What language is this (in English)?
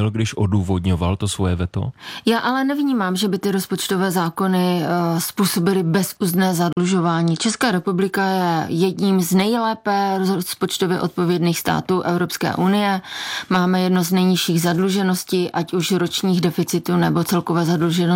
Czech